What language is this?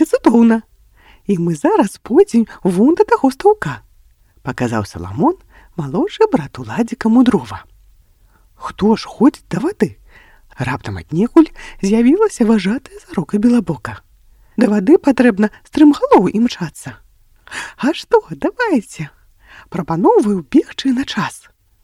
Belarusian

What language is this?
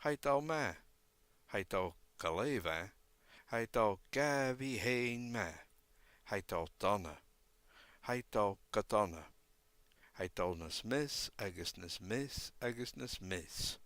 Scottish Gaelic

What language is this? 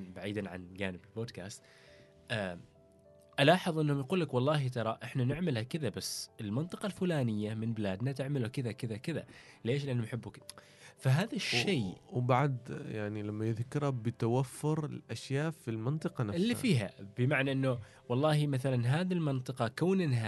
Gulf Arabic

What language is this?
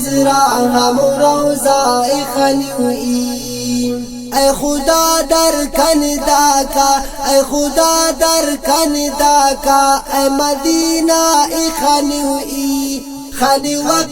Brahui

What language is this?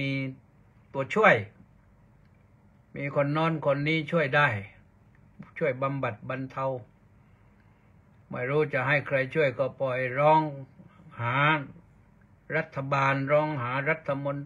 Thai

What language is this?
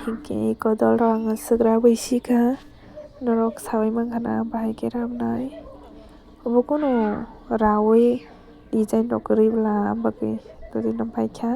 Kok Borok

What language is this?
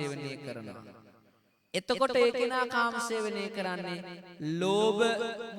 Sinhala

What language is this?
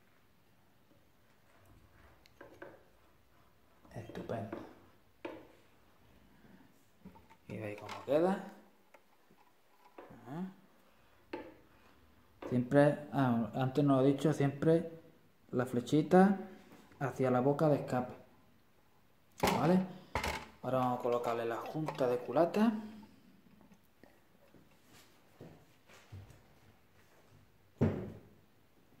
Spanish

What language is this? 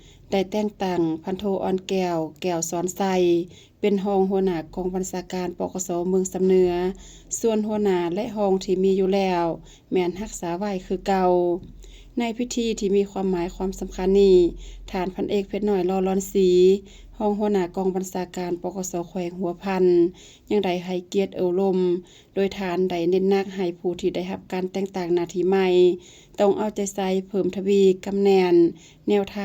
Lao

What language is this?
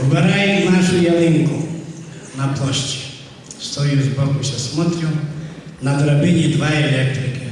Rusyn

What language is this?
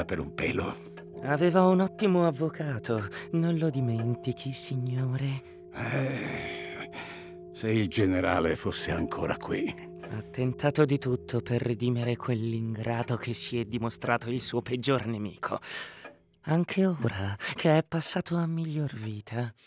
Italian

